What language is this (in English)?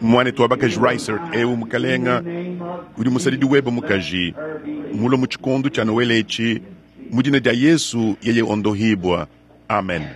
Luba-Lulua